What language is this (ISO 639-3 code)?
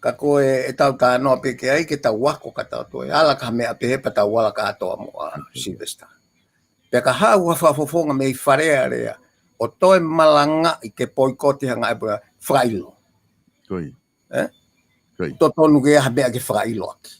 ton